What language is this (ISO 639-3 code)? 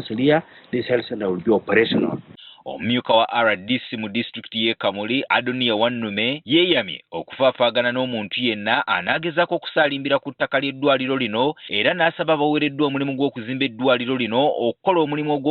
lug